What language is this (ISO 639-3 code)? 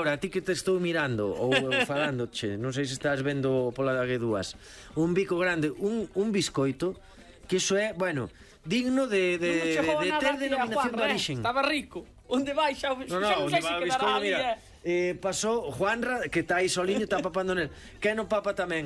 glg